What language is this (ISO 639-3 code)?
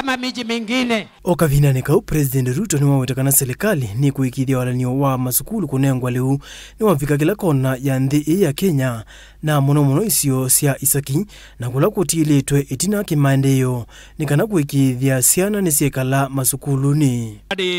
kam